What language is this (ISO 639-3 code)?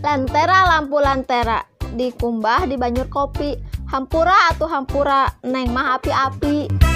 sun